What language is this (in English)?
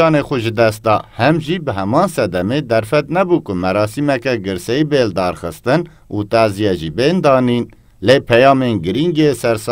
Kurdish